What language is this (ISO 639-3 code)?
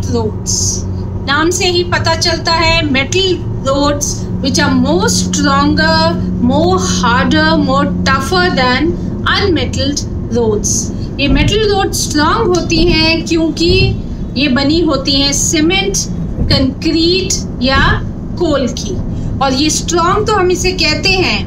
hin